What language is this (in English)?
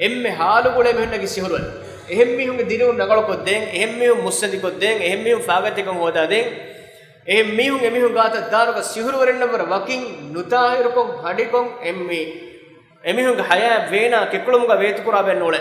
Divehi